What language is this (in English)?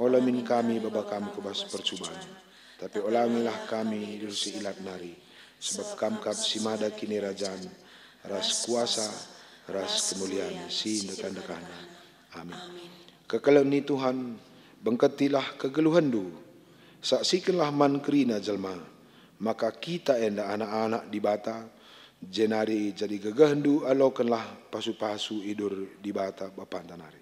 Batak Karo